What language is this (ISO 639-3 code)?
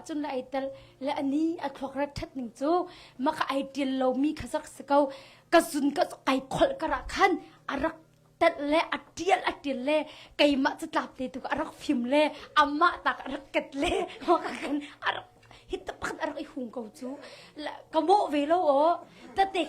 cnh